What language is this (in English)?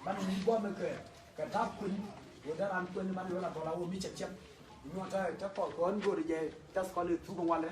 Nuer